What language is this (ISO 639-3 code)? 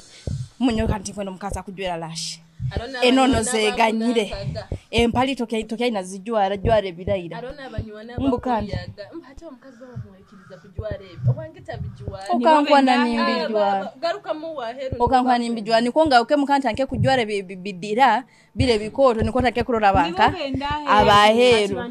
nyo